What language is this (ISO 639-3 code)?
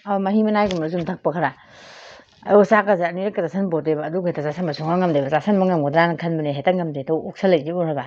mni